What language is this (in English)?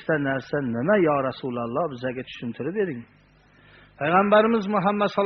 Uzbek